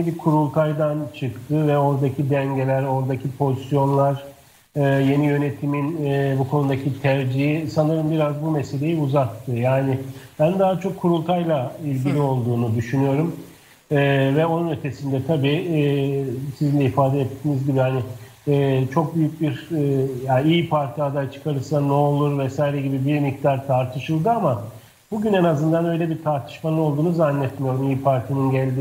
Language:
Turkish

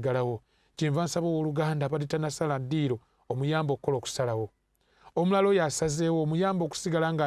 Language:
Ganda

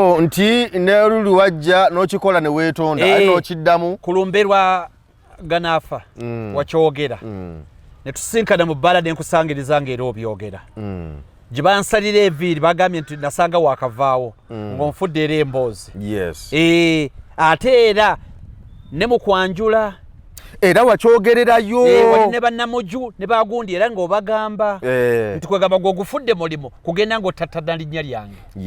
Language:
Ganda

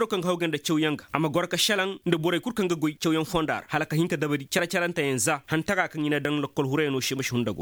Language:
Koyraboro Senni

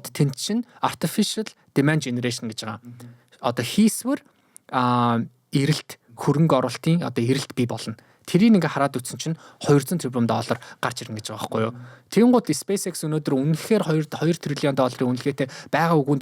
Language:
Mongolian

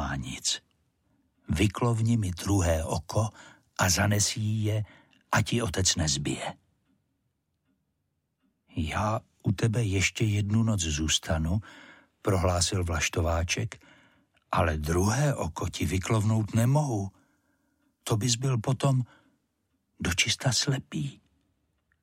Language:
Czech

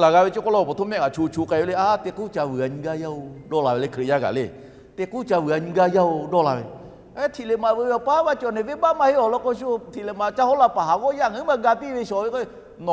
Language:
Lahu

